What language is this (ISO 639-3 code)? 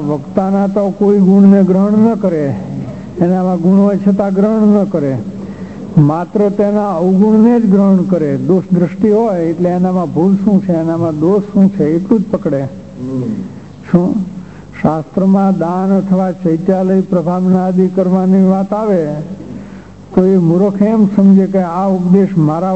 guj